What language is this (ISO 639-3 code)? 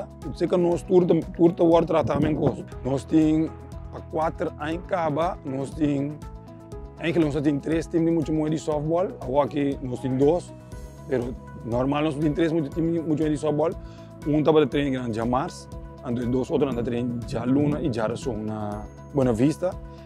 pap